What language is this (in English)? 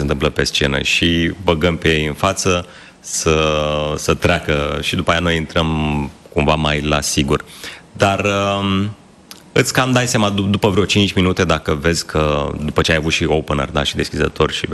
Romanian